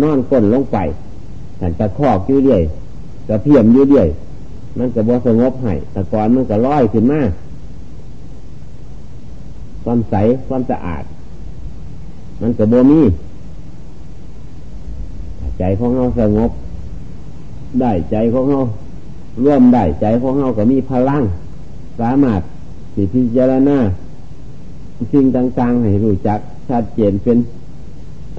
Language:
Thai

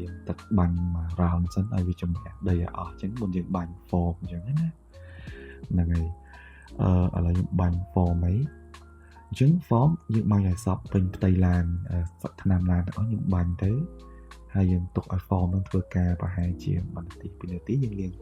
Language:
Khmer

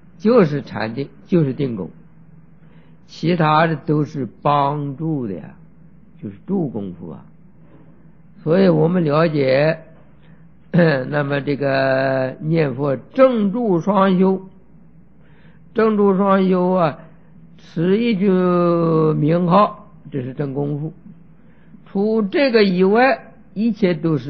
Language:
Chinese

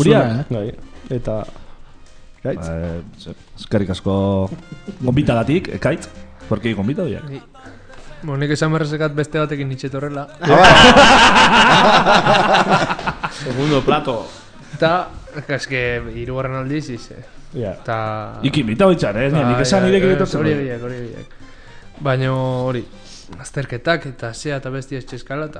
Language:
Basque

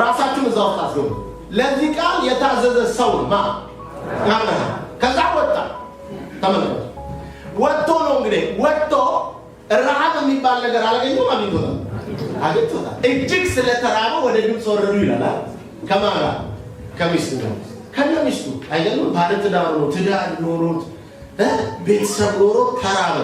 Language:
Amharic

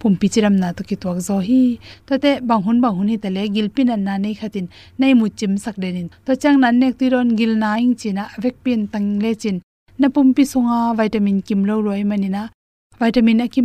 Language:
Tedim Chin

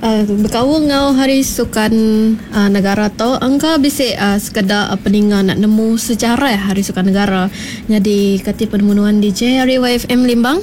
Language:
Iban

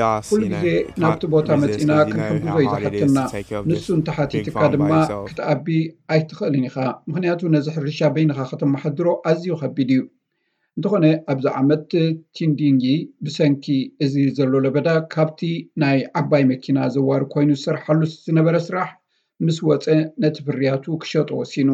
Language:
Tigrinya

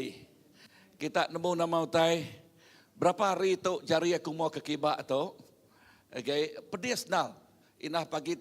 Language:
Iban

